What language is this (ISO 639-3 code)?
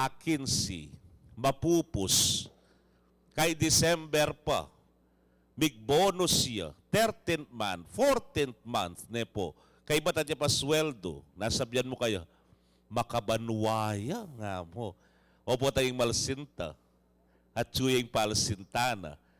pam